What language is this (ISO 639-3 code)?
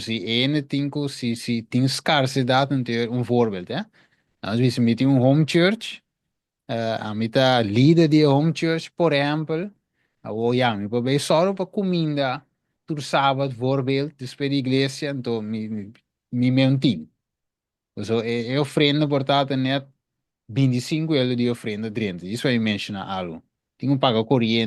pap